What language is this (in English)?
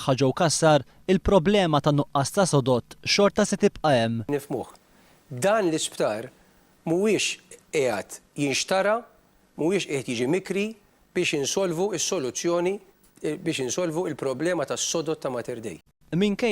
Maltese